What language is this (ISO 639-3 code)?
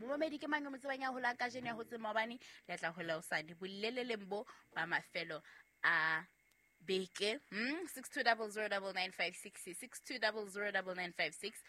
sot